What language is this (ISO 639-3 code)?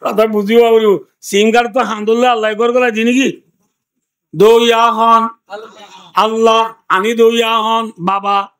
rhg